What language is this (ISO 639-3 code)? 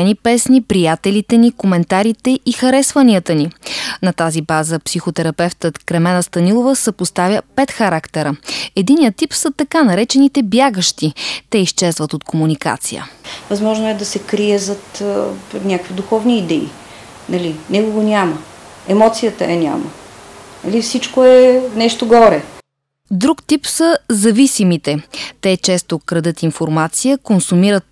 bul